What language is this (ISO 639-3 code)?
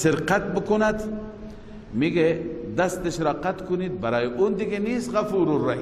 fas